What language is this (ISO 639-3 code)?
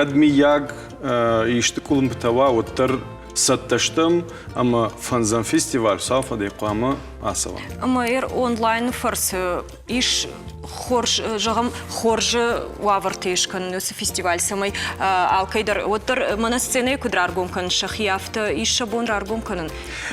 oss